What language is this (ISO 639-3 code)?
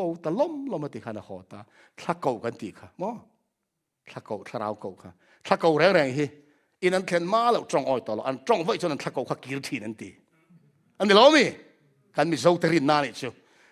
lus